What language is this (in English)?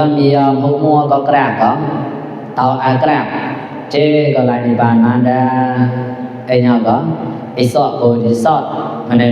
Mon